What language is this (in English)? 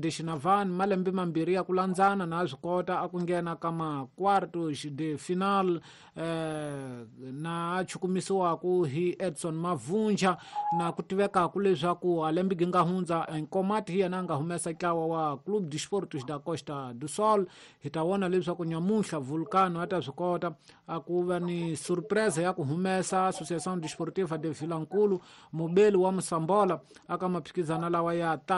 Tsonga